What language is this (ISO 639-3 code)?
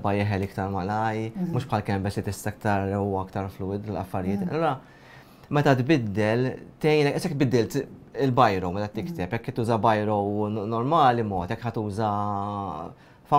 mlt